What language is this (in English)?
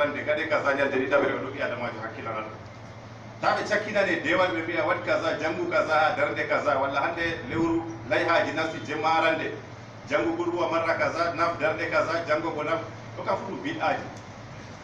Fula